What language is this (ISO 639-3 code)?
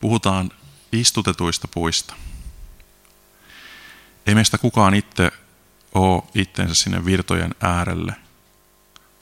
fin